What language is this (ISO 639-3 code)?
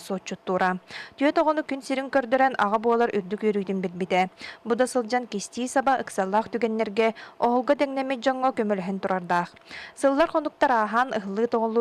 sah